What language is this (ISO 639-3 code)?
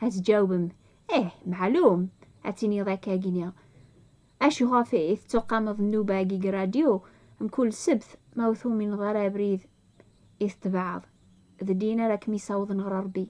kab